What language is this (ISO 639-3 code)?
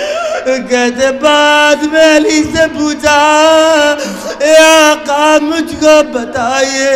urd